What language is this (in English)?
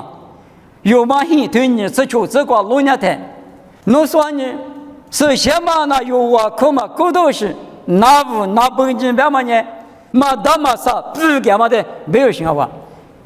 Lisu